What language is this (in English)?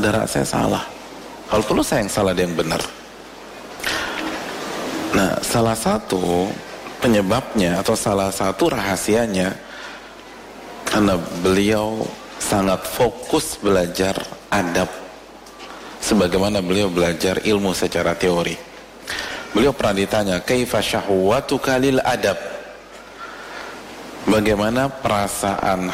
Indonesian